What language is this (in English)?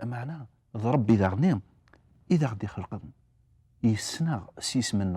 Kabyle